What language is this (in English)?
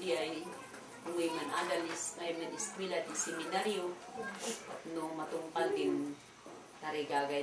Kankanaey